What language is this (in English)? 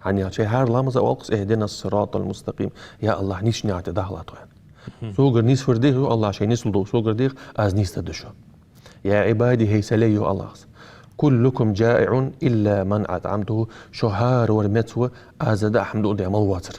Ingush